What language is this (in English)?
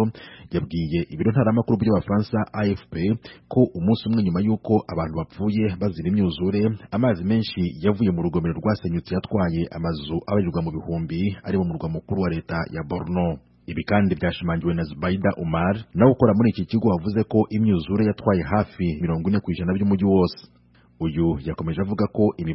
Kinyarwanda